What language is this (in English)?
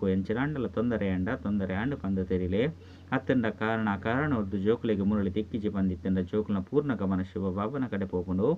Tulu